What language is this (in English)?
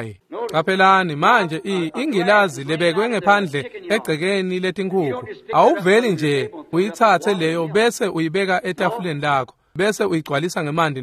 Swati